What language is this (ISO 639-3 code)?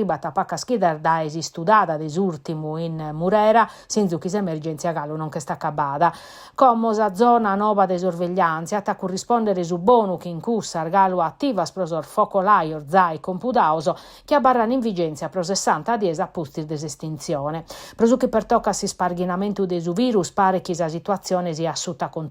srd